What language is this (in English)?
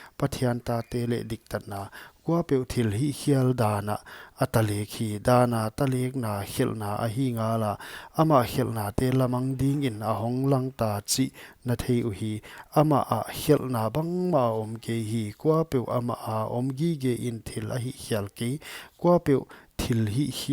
Paite Chin